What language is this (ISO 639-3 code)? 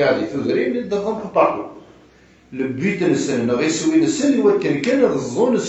kab